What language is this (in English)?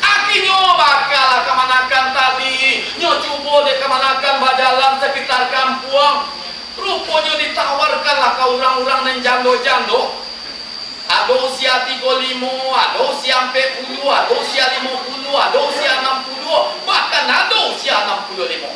Minangkabau